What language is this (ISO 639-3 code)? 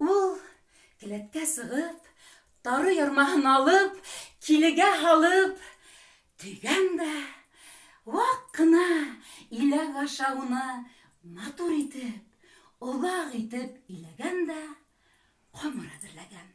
bak